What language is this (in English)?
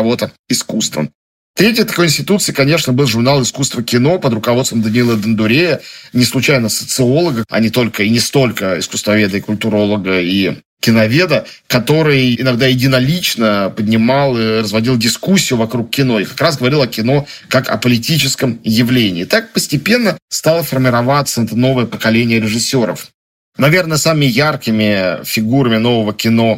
Russian